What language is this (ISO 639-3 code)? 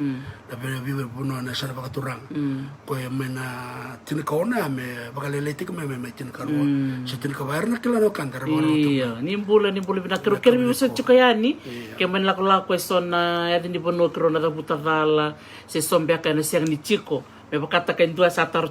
fij